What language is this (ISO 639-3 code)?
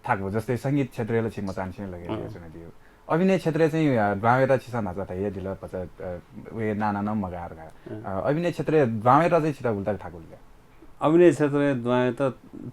new